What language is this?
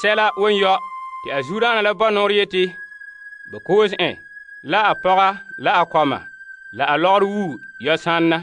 Frafra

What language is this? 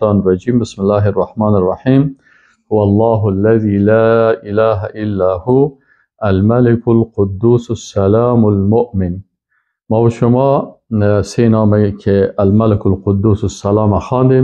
Persian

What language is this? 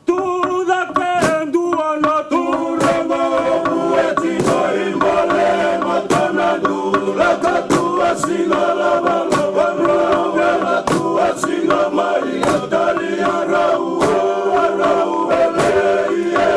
Fijian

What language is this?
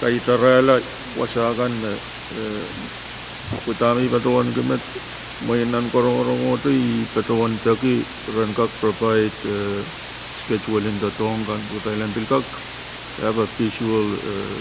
Pohnpeian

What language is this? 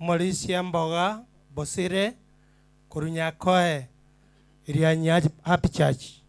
Gusii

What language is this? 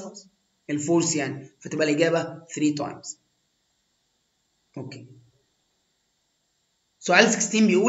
Egyptian Arabic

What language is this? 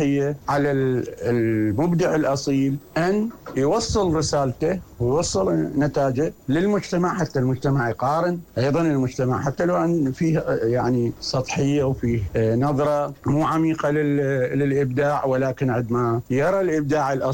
Mesopotamian Arabic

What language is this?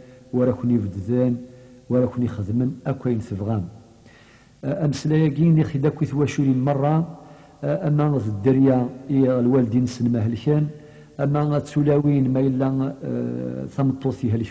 Kabyle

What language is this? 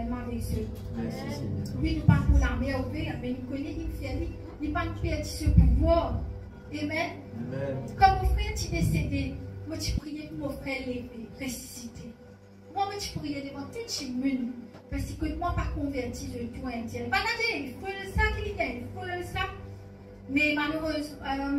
Morisyen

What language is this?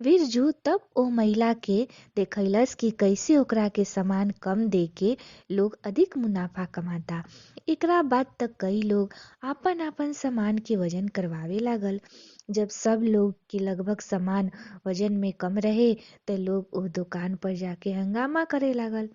Bhojpuri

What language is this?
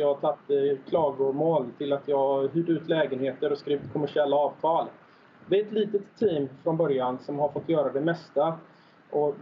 Swedish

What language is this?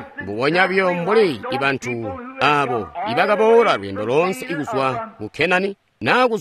Tonga (Zambia)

